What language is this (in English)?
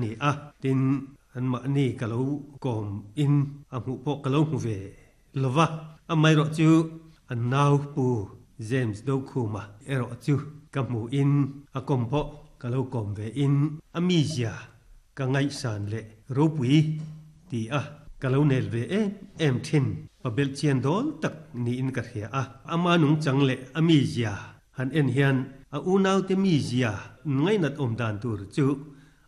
Mizo